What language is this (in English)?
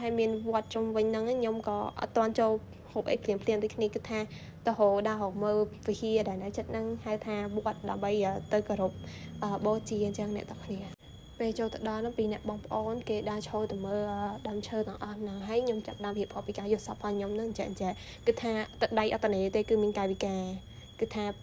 Khmer